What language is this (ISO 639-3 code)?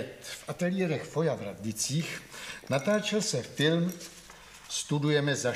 ces